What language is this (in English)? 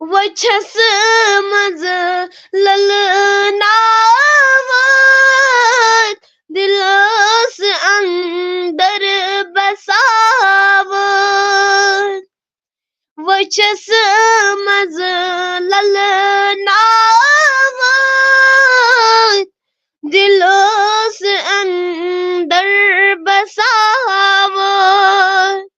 Kashmiri